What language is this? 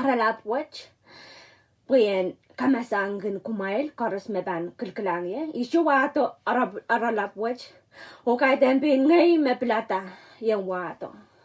Pohnpeian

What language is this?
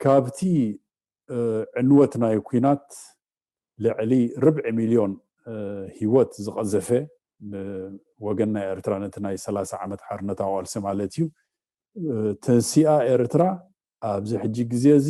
Tigrinya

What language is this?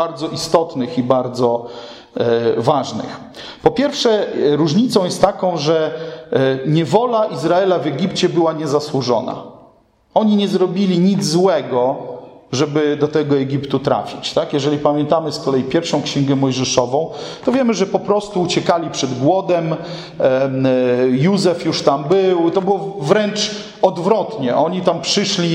Polish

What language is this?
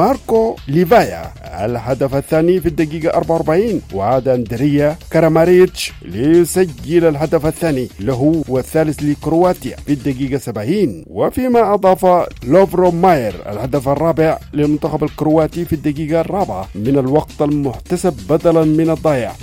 Arabic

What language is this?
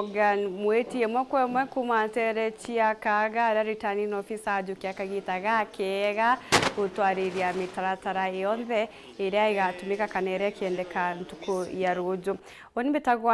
Meru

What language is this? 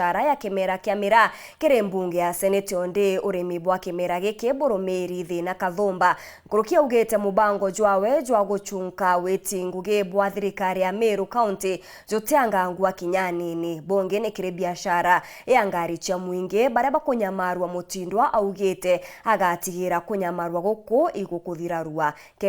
Meru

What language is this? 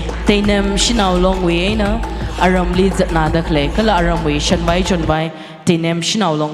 Tangkhul Naga (India)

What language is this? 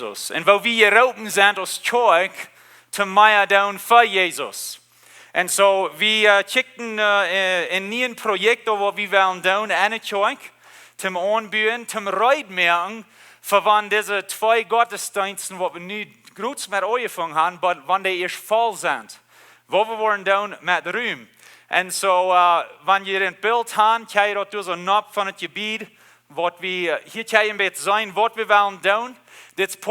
Plautdietsch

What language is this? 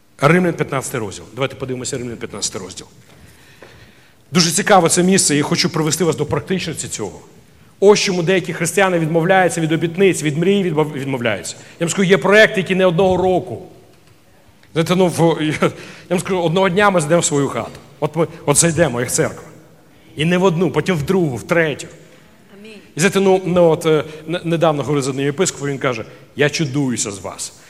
Ukrainian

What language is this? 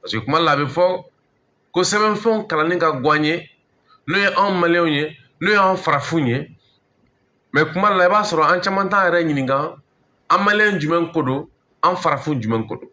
Bambara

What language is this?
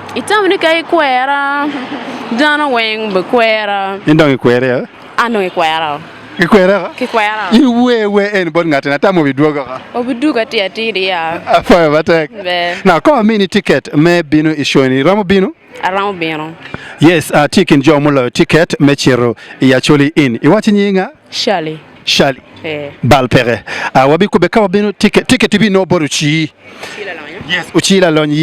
Acoli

